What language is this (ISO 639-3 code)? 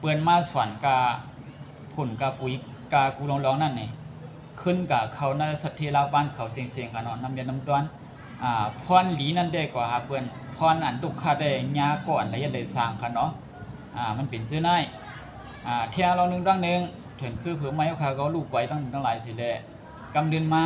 shn